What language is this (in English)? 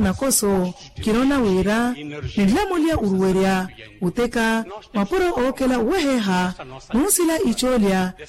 Makhuwa